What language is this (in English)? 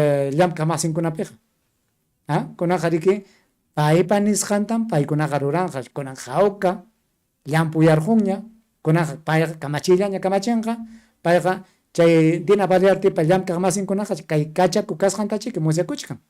Ayacucho Quechua